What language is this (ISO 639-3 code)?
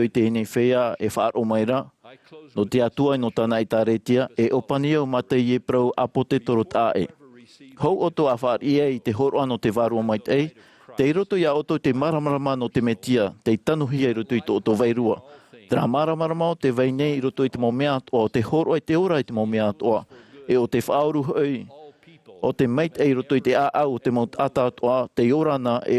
tah